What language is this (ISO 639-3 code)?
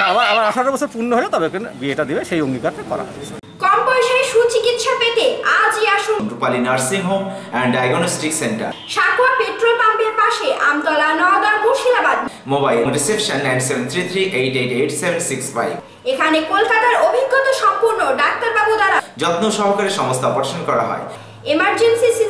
ben